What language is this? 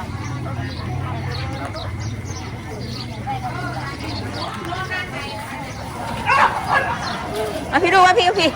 Northeastern Thai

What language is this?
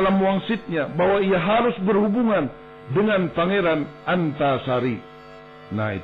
Banjar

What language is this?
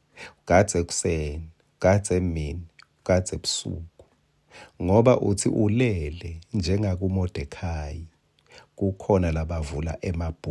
Swati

